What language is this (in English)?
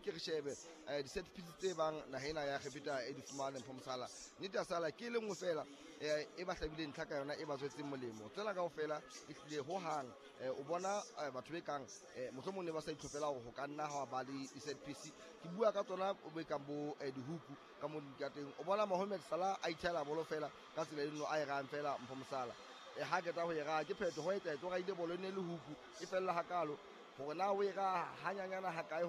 Southern Sotho